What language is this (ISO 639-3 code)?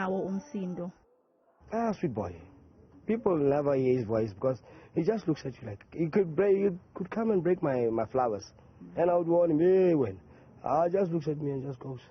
zul